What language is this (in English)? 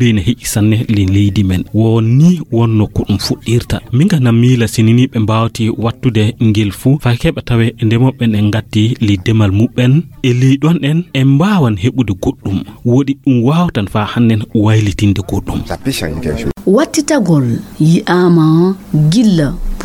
Fula